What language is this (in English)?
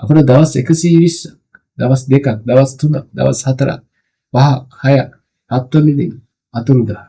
Sinhala